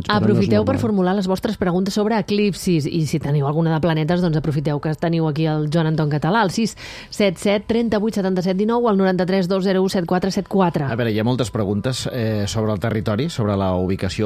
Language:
Catalan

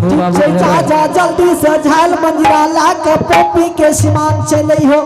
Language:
Angika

